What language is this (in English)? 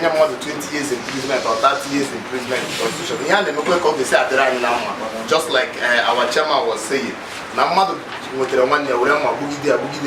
Igbo